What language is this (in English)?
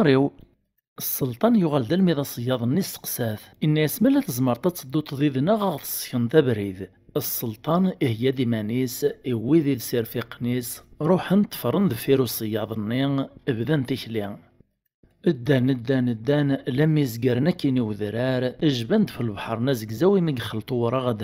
Kabyle